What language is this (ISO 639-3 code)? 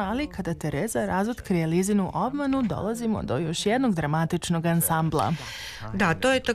srp